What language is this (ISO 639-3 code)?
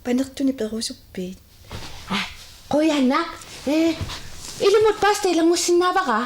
kal